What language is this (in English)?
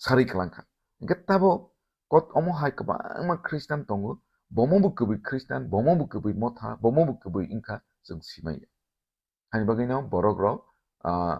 Kok Borok